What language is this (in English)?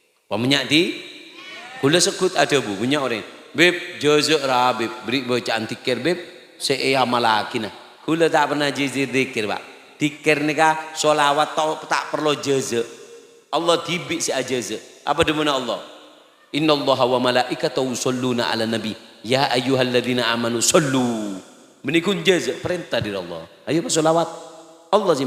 Madurese